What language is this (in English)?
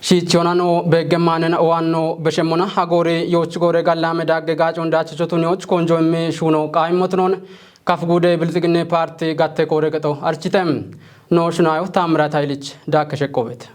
Kafa